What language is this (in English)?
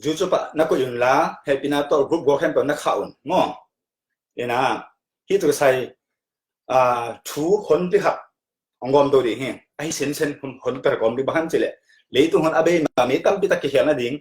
Tedim Chin